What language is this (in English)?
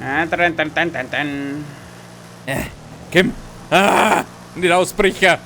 Bavarian